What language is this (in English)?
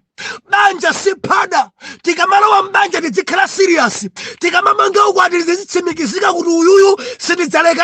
Nyanja